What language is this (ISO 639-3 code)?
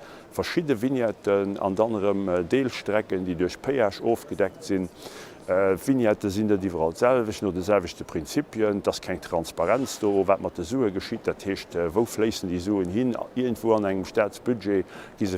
ltz